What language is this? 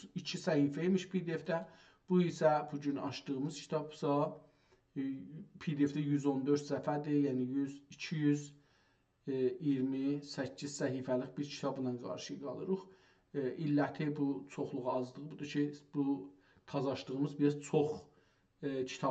South Azerbaijani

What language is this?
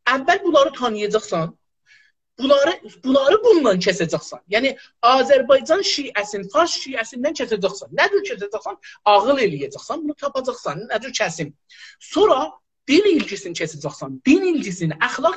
South Azerbaijani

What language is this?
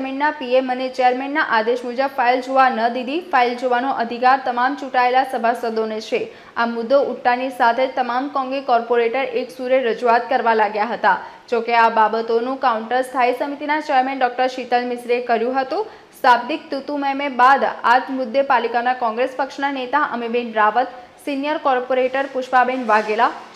Gujarati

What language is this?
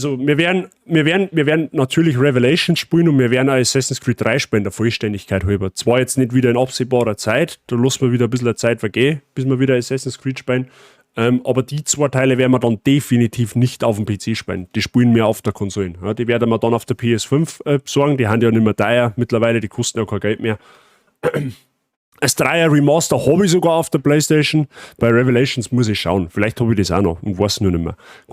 Bavarian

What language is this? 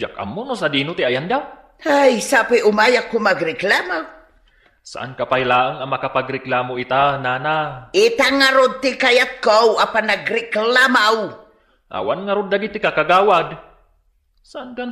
Iloko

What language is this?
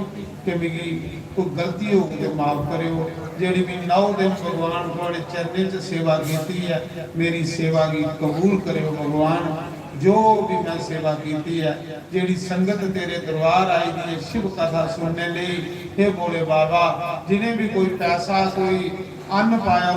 Dogri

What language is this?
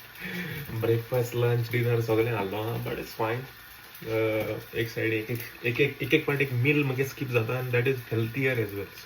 Konkani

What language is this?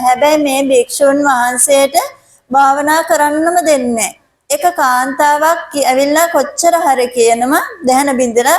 Sinhala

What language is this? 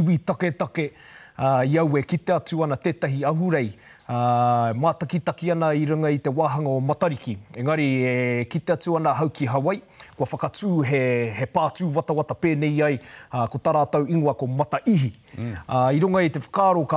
Māori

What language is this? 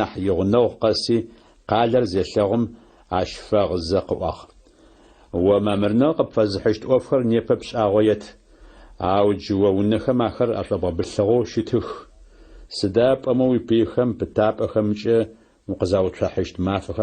Adyghe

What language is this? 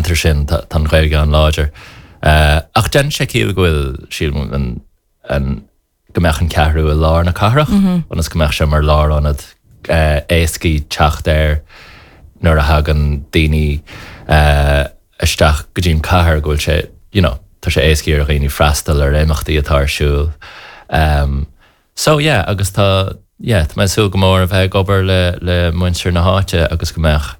Irish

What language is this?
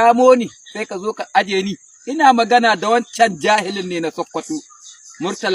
Hausa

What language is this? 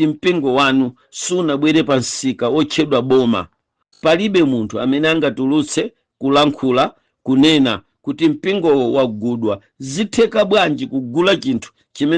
Nyanja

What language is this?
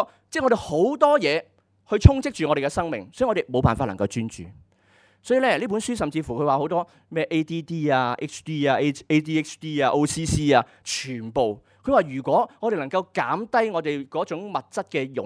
Cantonese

